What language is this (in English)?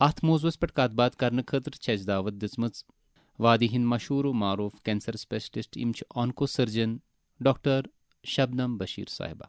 Kashmiri